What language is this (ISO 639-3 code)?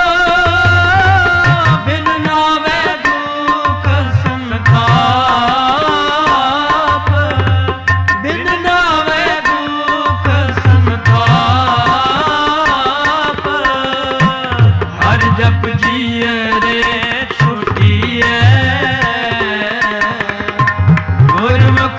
pan